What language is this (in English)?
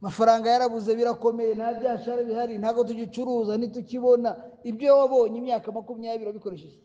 Kinyarwanda